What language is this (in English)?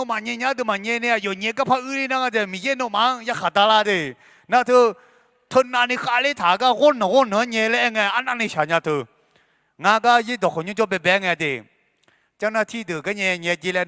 Akha